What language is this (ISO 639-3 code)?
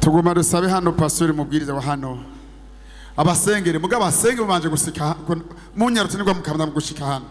run